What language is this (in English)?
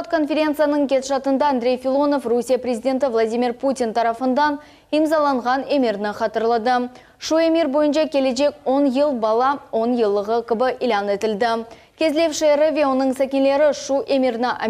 Crimean Tatar